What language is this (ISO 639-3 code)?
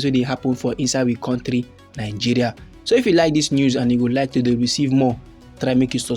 pcm